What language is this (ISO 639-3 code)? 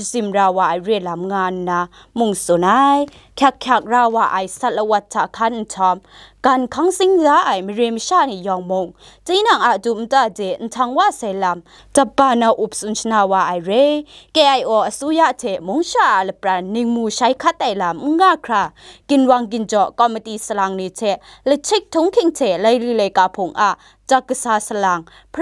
kac